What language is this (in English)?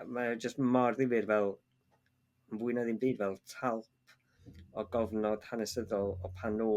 Welsh